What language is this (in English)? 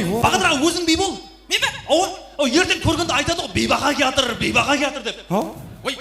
Kara-Kalpak